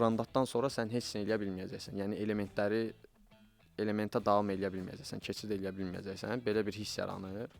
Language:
Azerbaijani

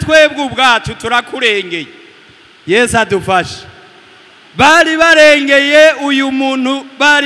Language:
Rundi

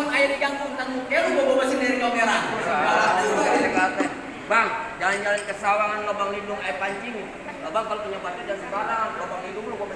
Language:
Betawi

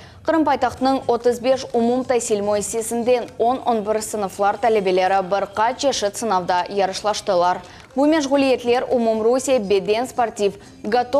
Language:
Crimean Tatar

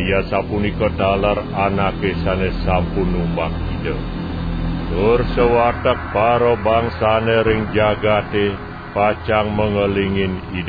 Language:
Balinese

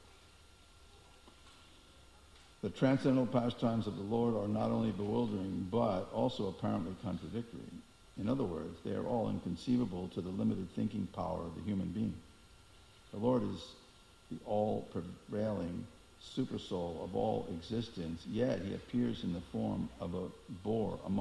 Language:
English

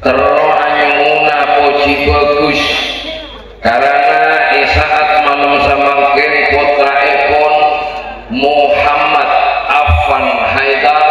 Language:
Madurese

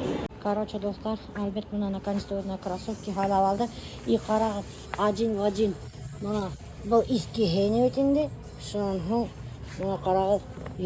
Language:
Bashkir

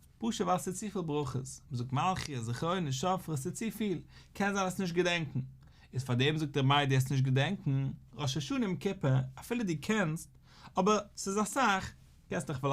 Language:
Yiddish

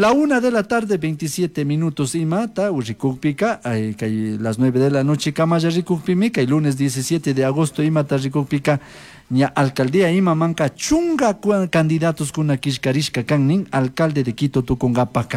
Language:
Chimborazo Highland Quichua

